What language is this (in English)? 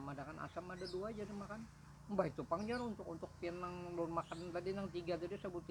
Banjar